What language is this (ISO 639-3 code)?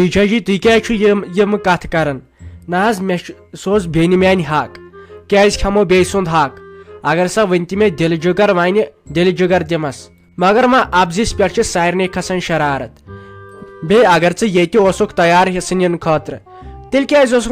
kas